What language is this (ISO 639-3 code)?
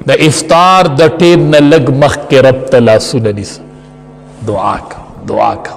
pus